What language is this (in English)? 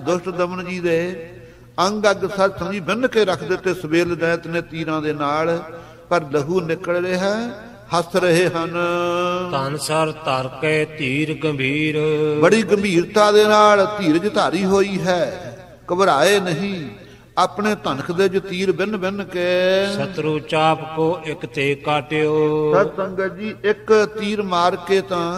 Punjabi